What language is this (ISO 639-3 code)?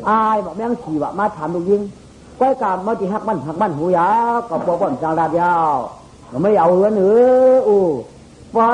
shn